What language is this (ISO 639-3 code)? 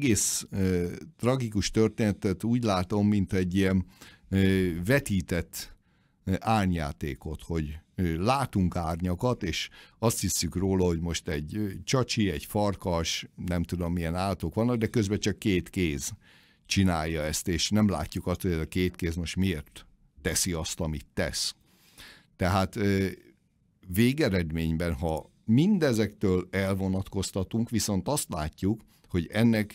hun